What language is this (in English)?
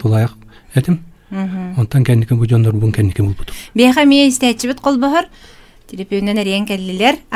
Yakut